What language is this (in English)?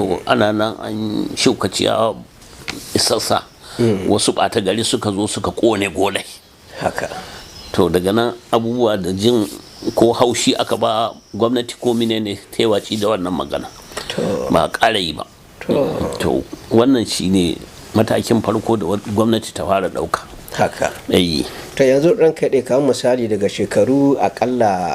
Hausa